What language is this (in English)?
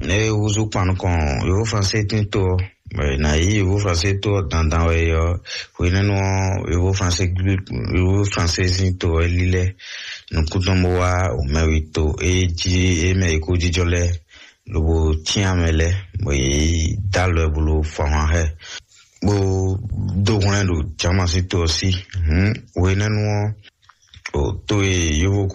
Fon